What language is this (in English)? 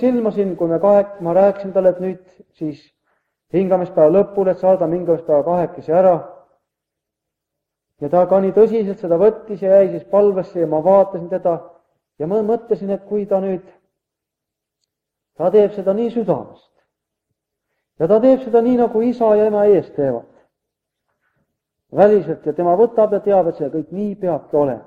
Estonian